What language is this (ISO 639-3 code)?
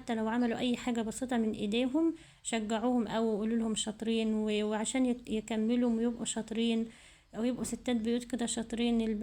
arz